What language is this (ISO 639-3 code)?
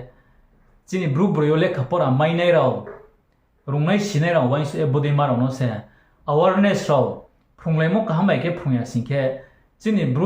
ria